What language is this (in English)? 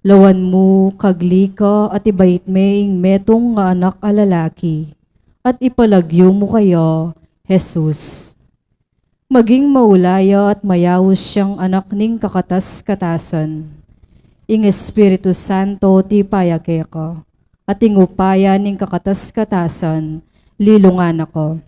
Pampanga